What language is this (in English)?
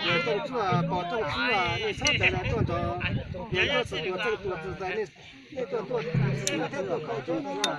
Hmong